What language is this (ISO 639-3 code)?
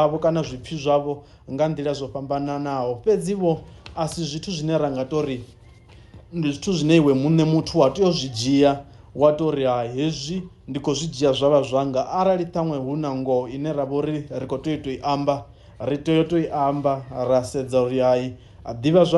ven